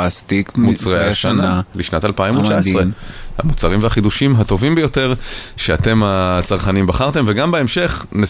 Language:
Hebrew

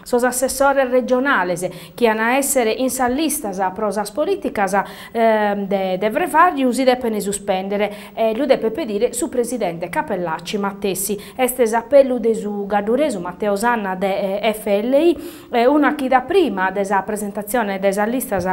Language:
Sardinian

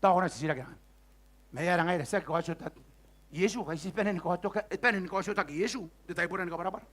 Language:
Gilbertese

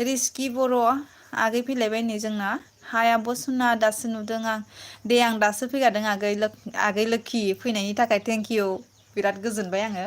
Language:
Bodo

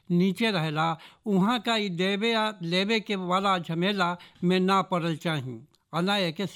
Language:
Bhojpuri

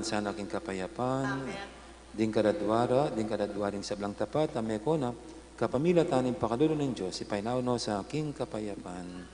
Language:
Pampanga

